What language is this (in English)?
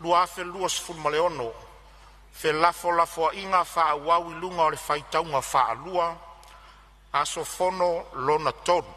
Samoan